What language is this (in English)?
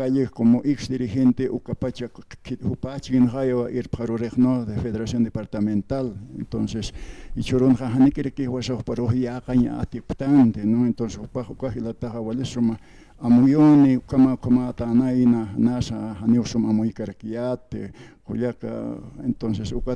Aymara